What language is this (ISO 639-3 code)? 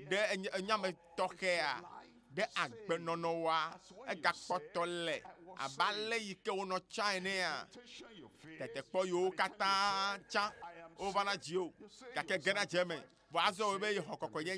ewe